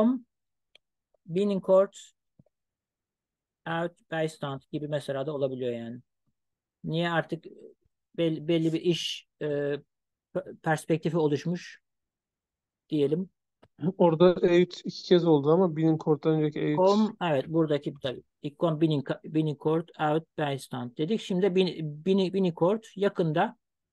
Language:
Turkish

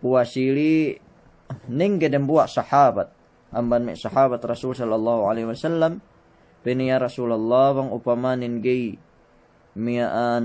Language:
Yakan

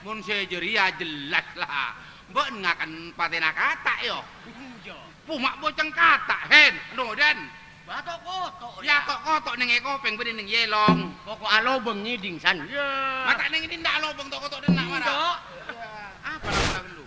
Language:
Madurese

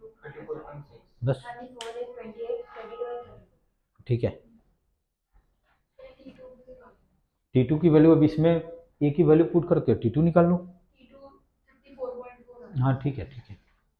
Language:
Hindi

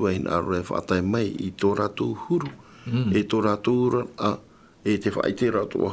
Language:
Tahitian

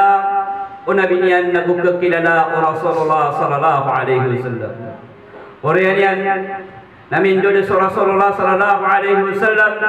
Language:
Maranao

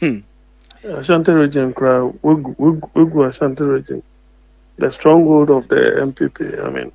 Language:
Akan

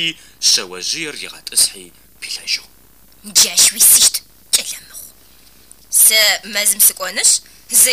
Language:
Adyghe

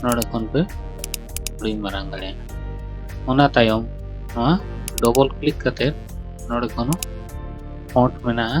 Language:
Santali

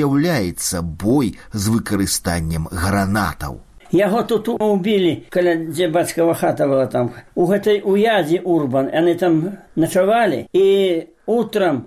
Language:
Belarusian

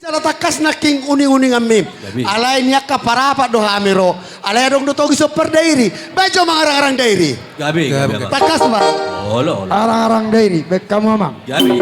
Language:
Batak Toba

